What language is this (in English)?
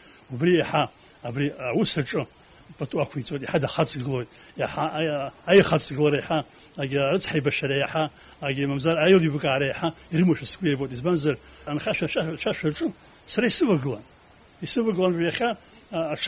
Abkhazian